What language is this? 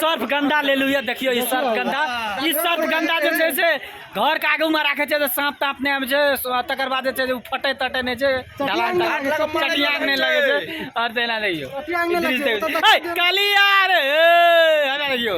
Maithili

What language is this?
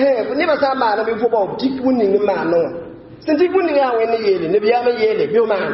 Mossi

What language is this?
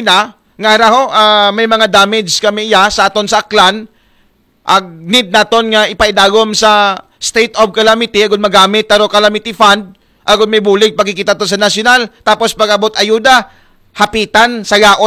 Aklanon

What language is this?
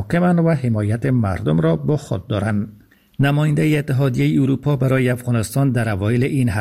Persian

